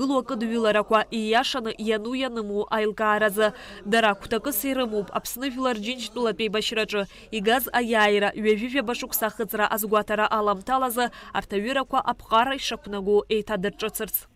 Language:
Abkhazian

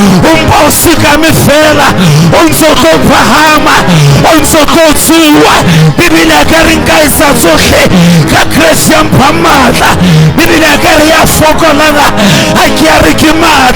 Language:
Southern Sotho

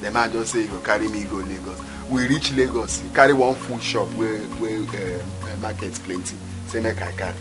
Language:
Nigerian Pidgin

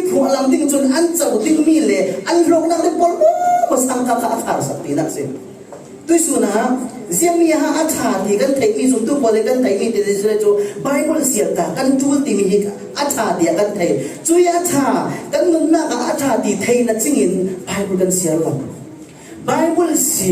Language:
Falam Chin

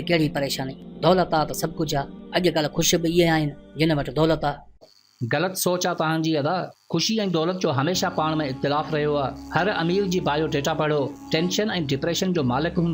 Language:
Sindhi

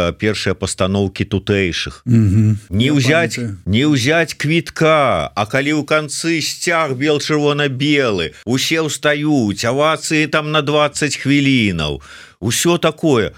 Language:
Belarusian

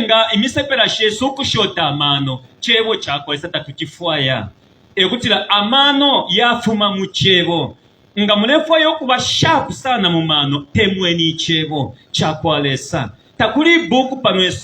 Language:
Bemba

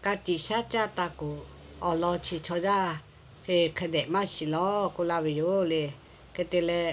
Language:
Lahu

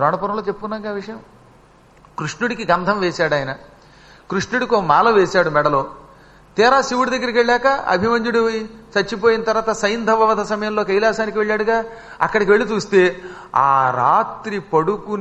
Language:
Telugu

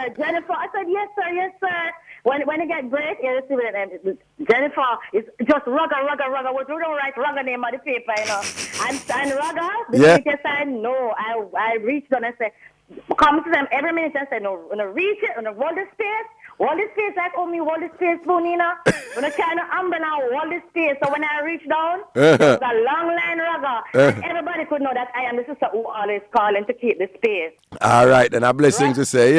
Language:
Jamaican Creole English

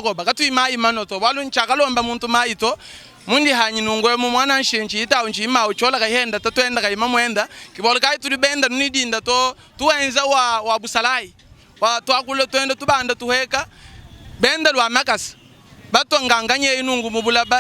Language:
Luba-Lulua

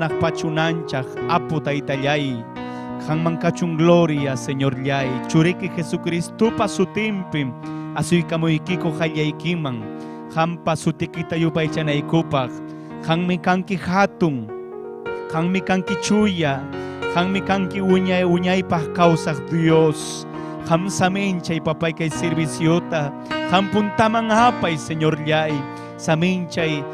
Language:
Ayacucho Quechua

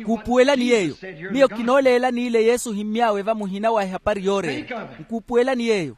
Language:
Makhuwa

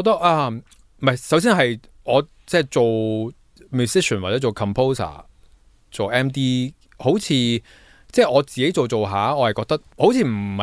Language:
Cantonese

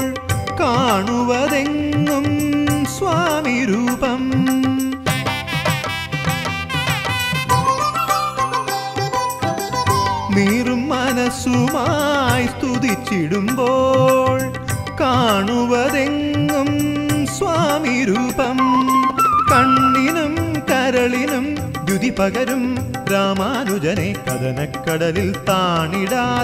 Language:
Malayalam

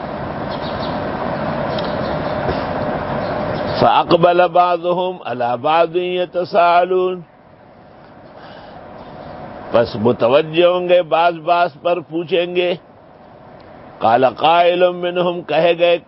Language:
Urdu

